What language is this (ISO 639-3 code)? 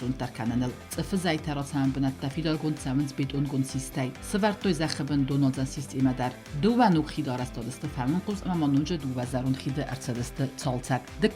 oss